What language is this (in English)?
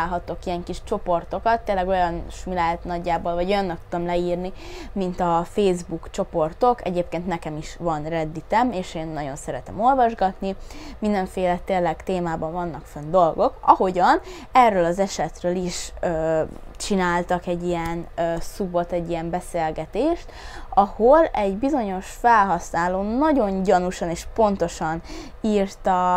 Hungarian